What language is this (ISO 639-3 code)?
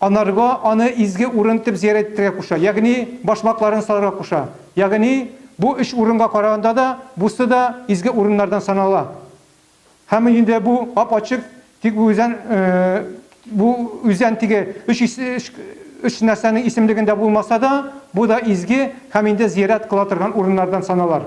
tat